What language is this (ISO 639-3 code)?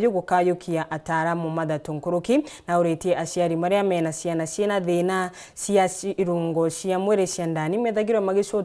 mer